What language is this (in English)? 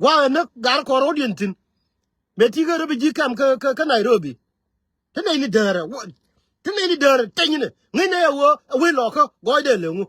Nuer